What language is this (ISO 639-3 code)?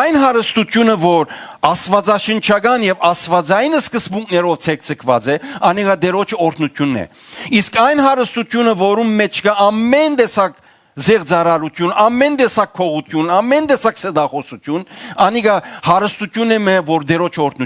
hyw